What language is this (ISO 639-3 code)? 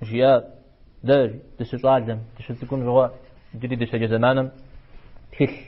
kbd